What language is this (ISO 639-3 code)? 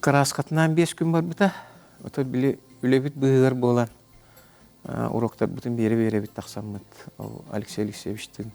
sah